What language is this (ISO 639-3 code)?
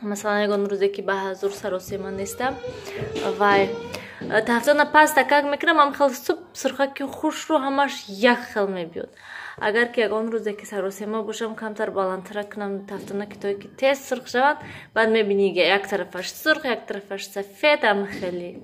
tgk